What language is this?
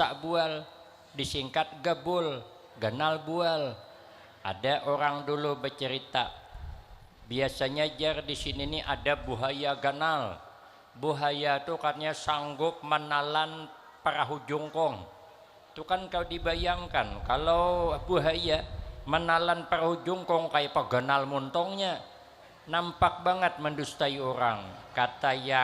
Banjar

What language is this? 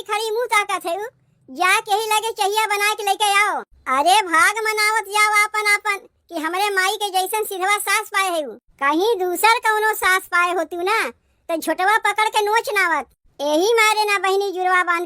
Awadhi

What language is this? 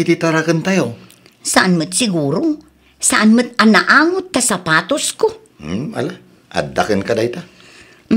Iloko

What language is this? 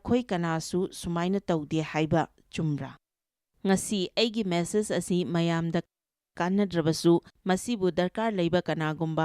Manipuri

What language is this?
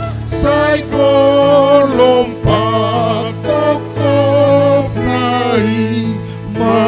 Batak Toba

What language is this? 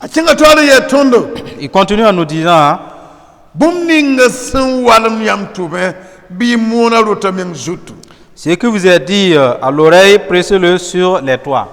Mossi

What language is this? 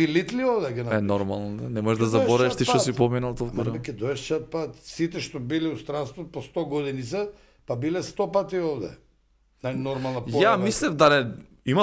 Macedonian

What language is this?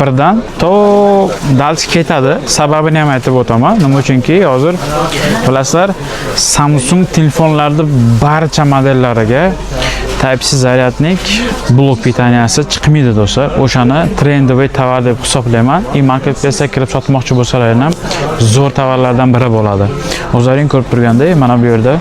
Uzbek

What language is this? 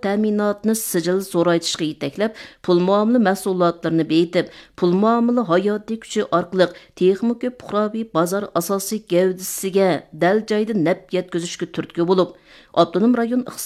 Uyghur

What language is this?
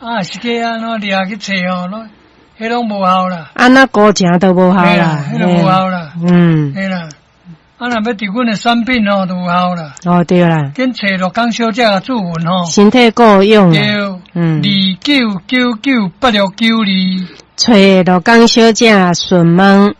Min Nan Chinese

